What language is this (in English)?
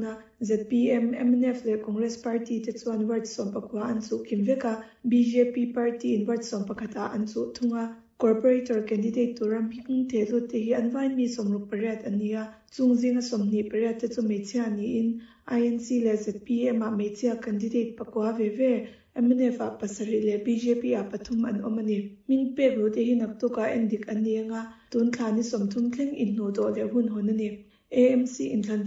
Mizo